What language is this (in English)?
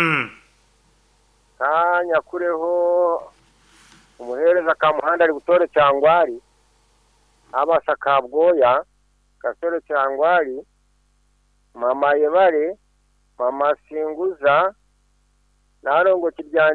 Kinyarwanda